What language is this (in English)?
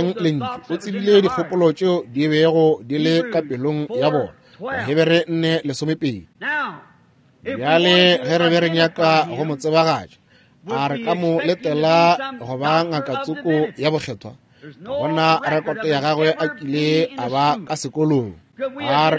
Northern Sotho